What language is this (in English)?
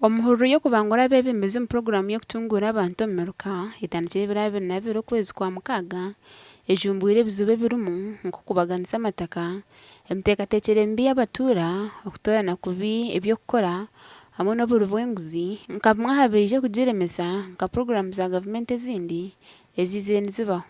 Nyankole